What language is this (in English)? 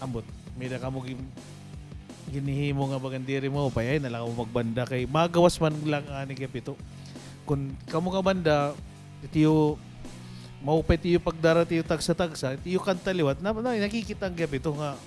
Waray